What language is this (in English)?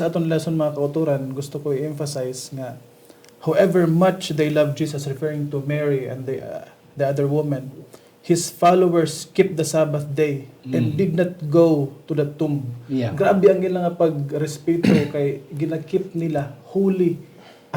Hiligaynon